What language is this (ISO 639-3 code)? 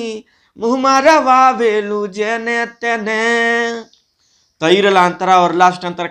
bho